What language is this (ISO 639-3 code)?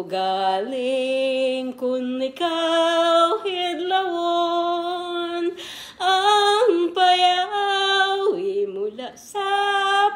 krj